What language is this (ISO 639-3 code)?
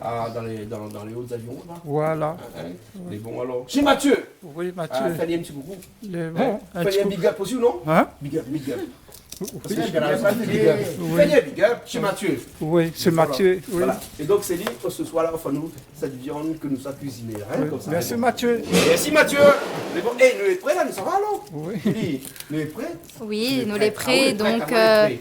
rcf